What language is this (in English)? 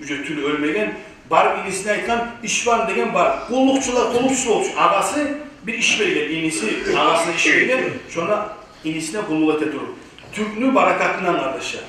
Kumyk